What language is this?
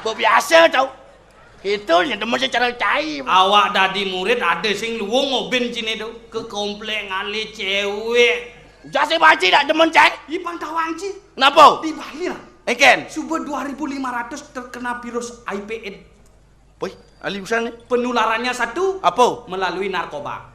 Balinese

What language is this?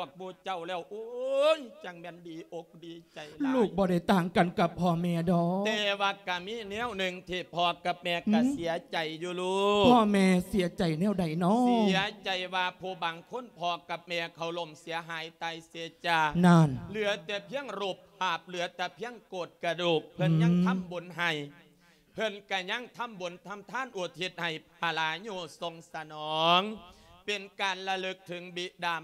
Lao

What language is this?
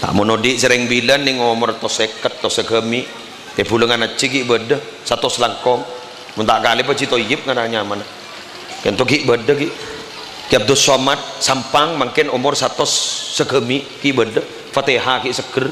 Madurese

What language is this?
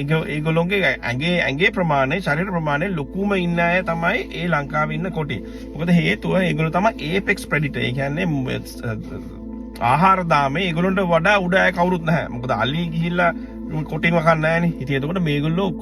Sinhala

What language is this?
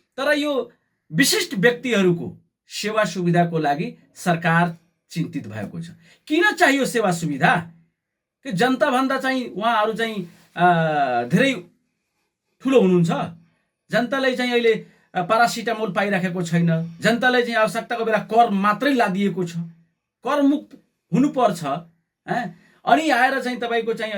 Nepali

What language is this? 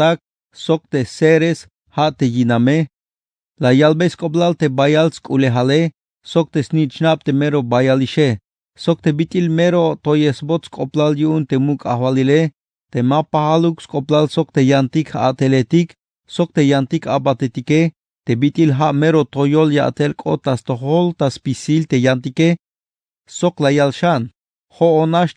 Tzeltal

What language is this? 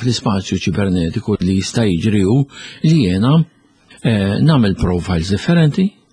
Maltese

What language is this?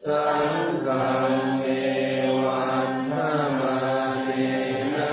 Pali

